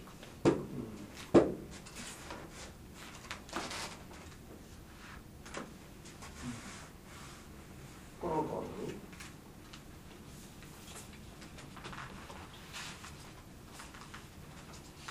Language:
Japanese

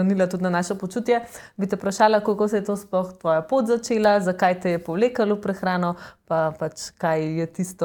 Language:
Slovenian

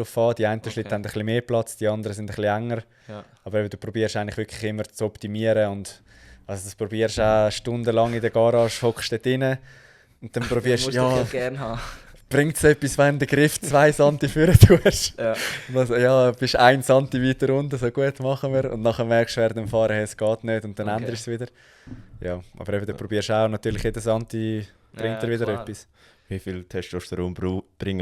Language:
Swiss German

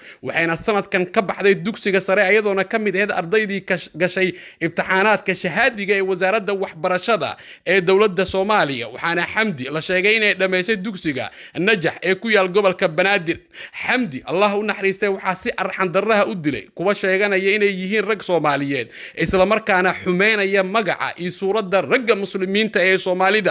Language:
Somali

